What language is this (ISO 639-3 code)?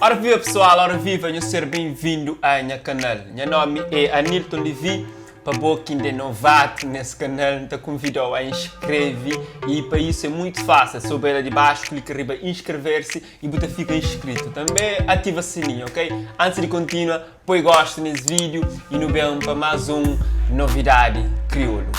kea